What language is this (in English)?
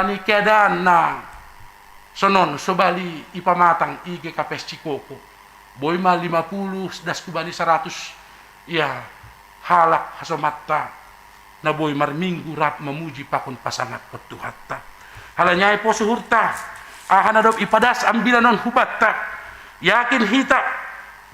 Batak Simalungun